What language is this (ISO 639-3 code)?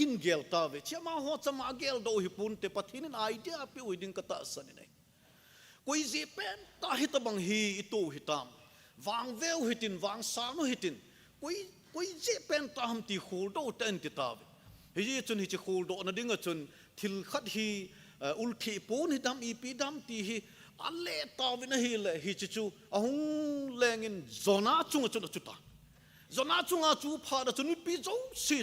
tcz